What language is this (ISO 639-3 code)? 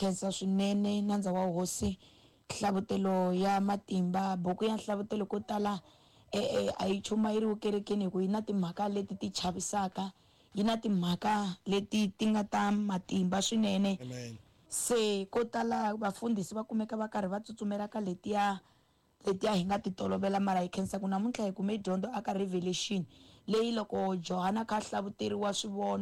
tso